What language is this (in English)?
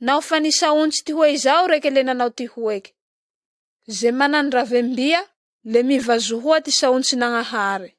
Malagasy